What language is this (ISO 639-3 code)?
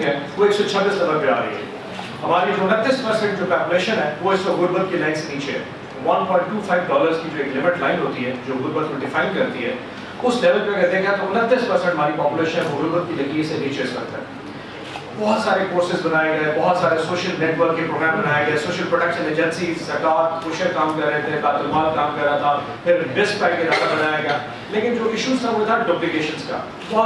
urd